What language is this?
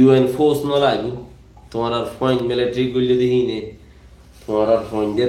Rohingya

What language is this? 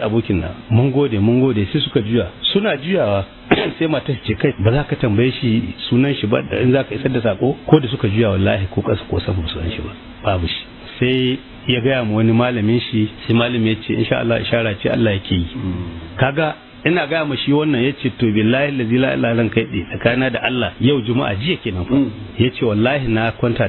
Hausa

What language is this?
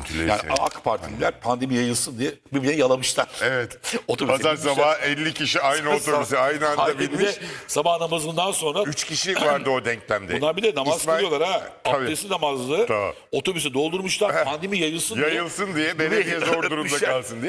Turkish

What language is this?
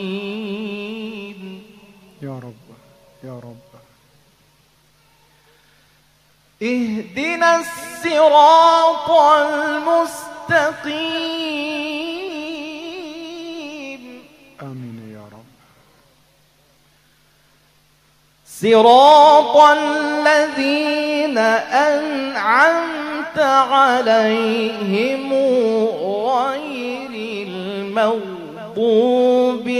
Arabic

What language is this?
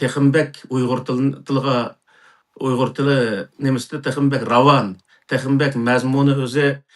Uyghur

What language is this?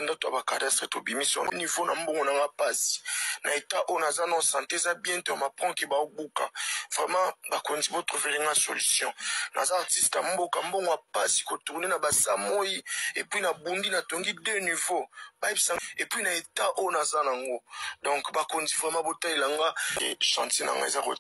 Lingala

